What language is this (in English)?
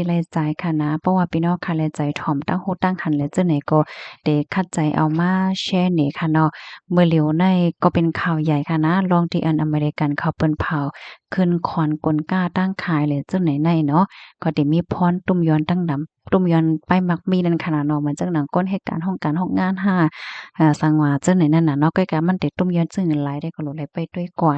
Shan